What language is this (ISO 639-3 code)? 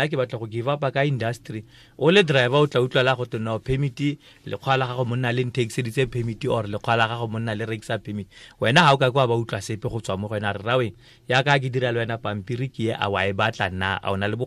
tsn